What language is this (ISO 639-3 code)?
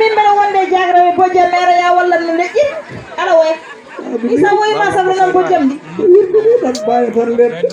ful